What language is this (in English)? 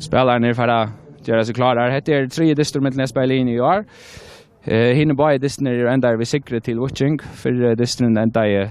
Faroese